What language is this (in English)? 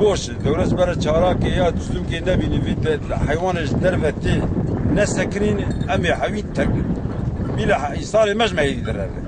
Kurdish